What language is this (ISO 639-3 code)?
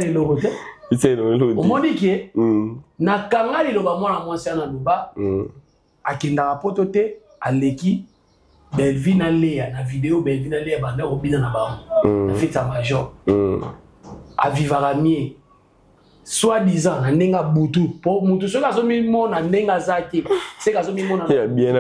lin